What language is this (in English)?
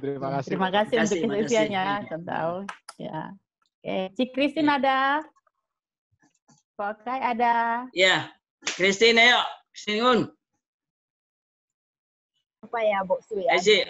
Indonesian